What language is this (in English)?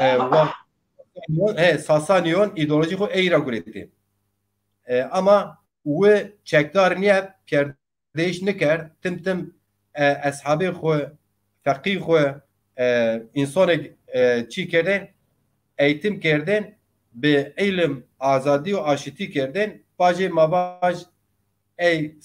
Zaza